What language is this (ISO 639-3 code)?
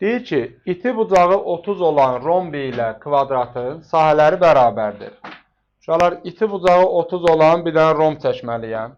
aze